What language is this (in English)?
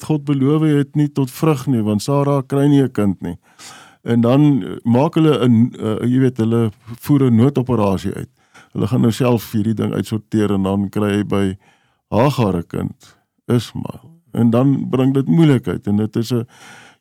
Afrikaans